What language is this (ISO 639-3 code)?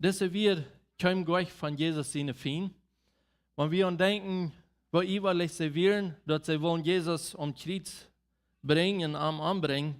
pdt